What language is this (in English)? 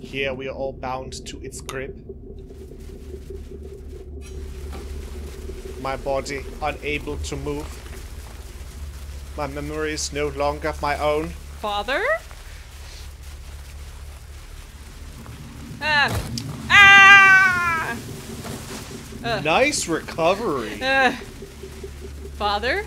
English